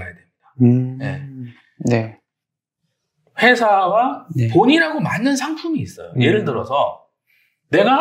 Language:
Korean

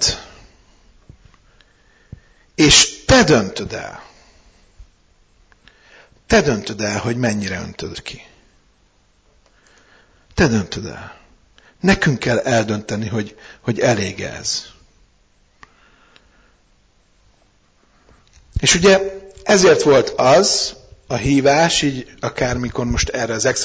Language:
Hungarian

